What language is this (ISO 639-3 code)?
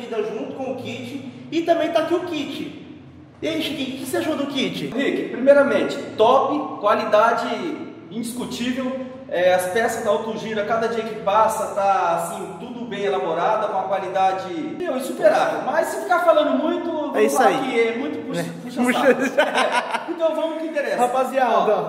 por